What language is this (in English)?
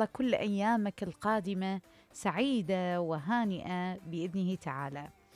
Mesopotamian Arabic